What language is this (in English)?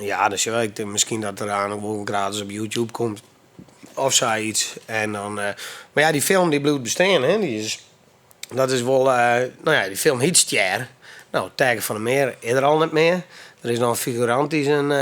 Western Frisian